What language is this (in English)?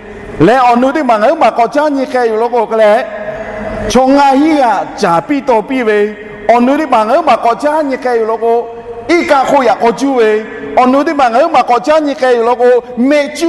Lahu